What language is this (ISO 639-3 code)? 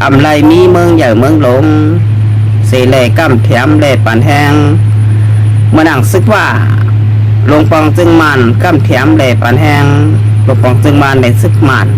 shn